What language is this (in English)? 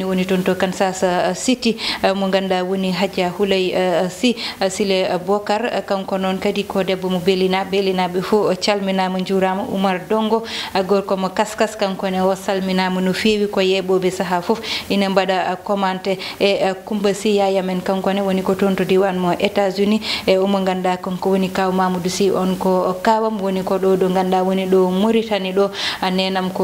Fula